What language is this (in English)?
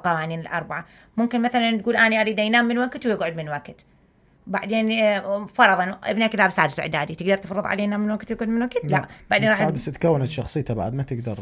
Mesopotamian Arabic